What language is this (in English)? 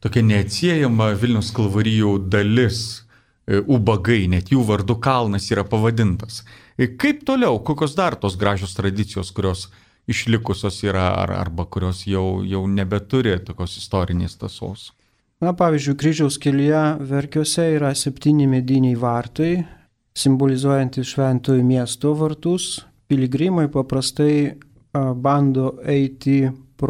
Lithuanian